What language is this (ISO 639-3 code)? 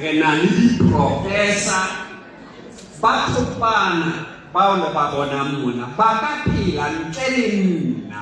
sot